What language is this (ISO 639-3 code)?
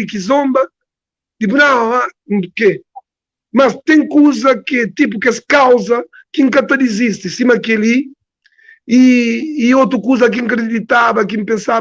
kea